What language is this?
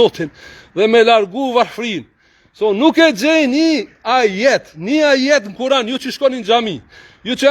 Albanian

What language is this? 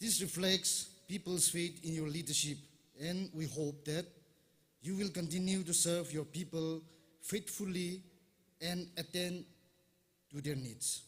Tangkhul Naga (India)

